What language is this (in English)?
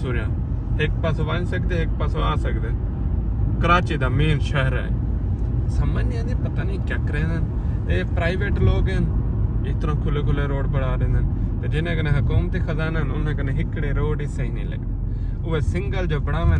Saraiki